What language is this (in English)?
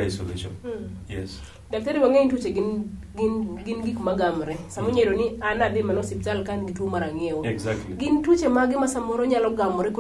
Luo (Kenya and Tanzania)